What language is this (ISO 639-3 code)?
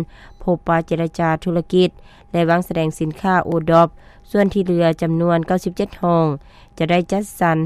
lao